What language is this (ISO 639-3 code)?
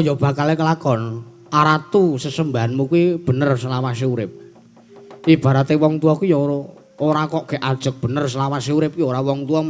jav